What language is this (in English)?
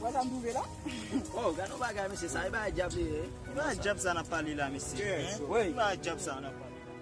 Haitian Creole